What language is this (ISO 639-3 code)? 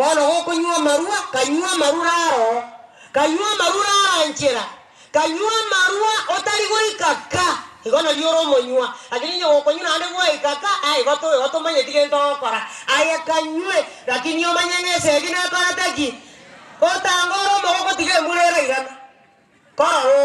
guz